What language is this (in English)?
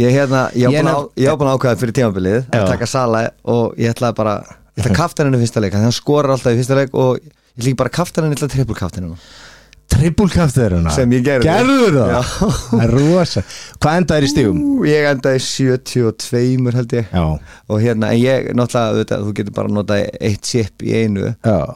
Icelandic